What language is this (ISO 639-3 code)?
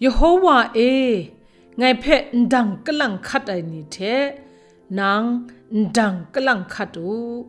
kac